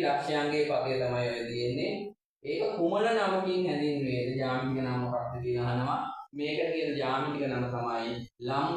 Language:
Sinhala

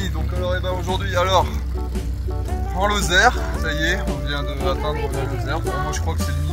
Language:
French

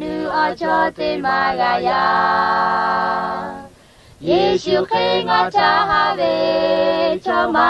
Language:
Lahu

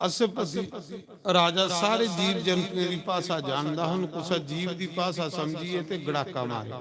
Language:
Dogri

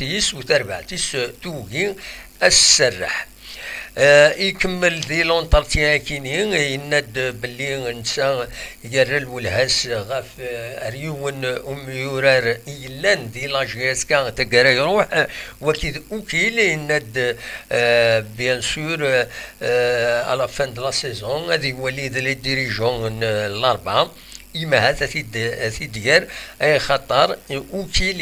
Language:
Kabyle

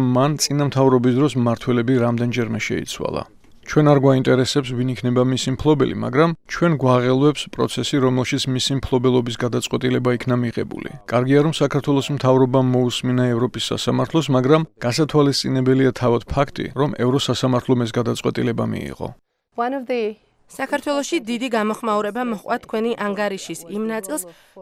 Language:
Georgian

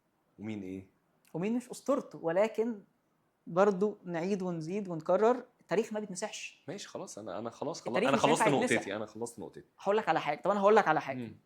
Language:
Egyptian Arabic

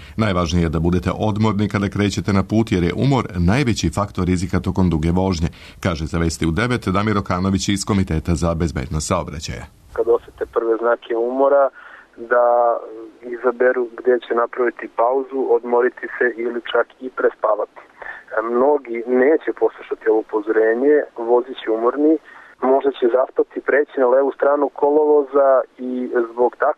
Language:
Serbian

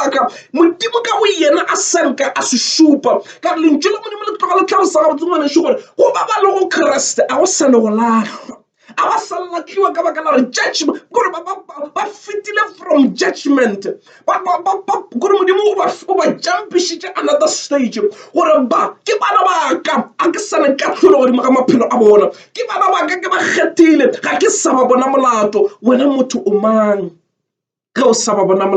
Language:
Northern Sotho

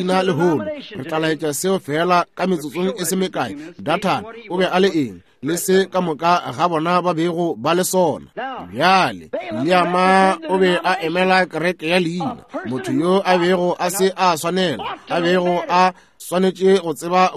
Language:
Northern Sotho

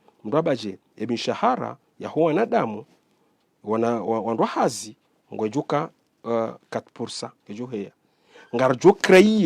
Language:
Ngazidja Comorian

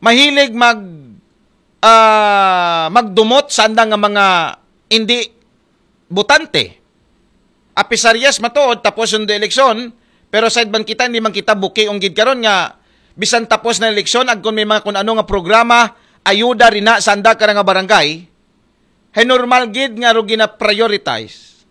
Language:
Aklanon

